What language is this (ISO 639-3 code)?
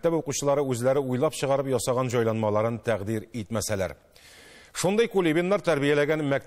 tat